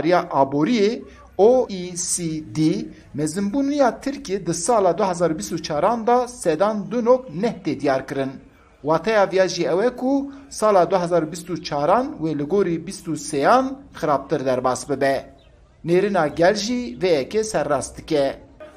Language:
Kurdish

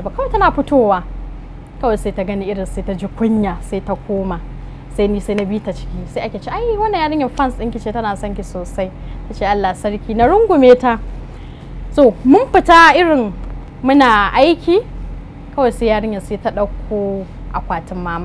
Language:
Hausa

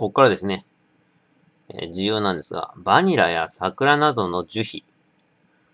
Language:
Japanese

